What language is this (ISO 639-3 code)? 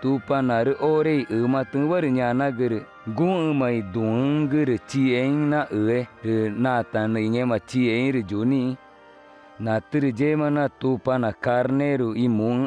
tca